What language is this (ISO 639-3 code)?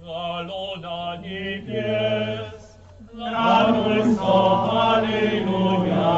hsb